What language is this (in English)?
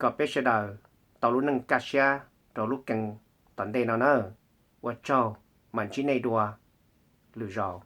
Hmong